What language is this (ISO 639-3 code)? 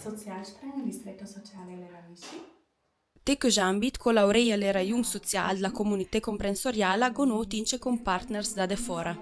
lld